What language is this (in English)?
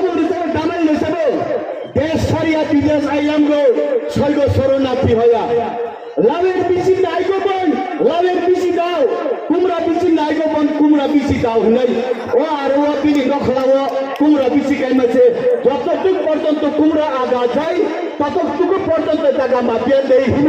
Kok Borok